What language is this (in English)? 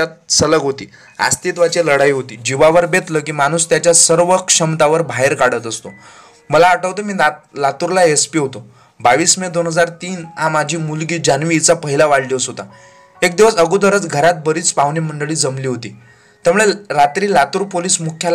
Marathi